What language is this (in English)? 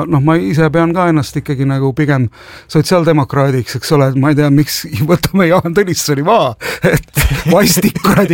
Estonian